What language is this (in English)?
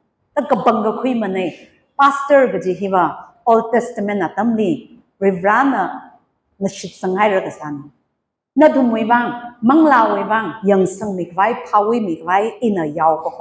Tangkhul Naga (India)